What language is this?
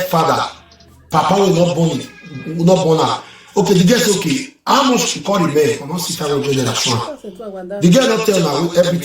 Nigerian Pidgin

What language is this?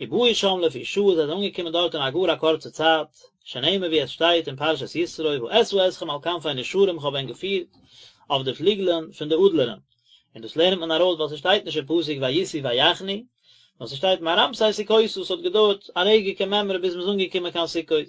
Yiddish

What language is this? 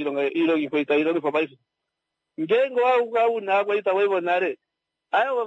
Kuanyama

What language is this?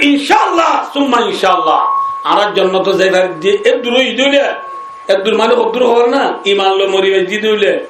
Rohingya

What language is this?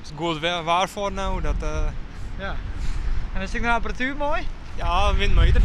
Western Frisian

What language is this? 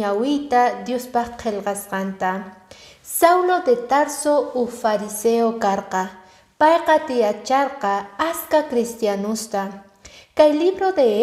Quechua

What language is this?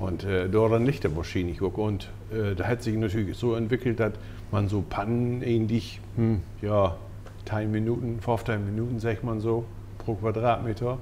Low German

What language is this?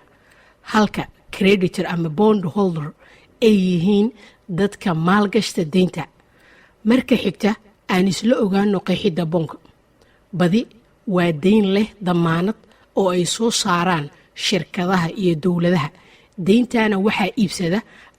Somali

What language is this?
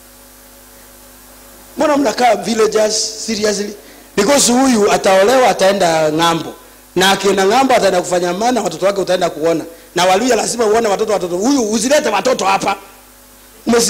Swahili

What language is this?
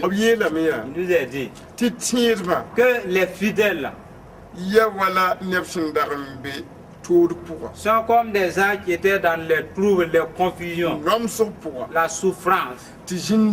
Mossi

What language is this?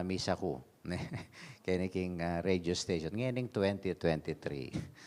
Pampanga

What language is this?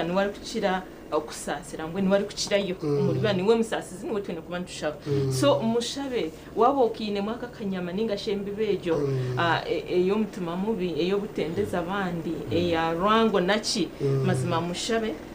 Nyankole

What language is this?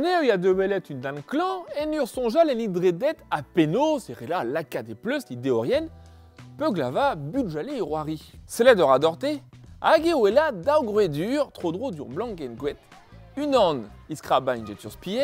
Breton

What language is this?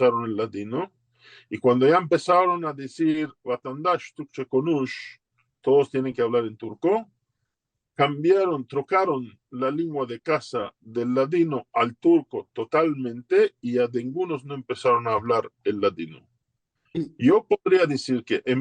Ladino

